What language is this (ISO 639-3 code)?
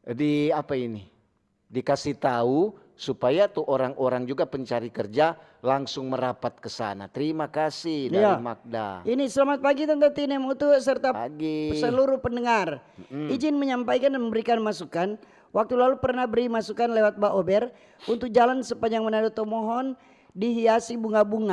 xmm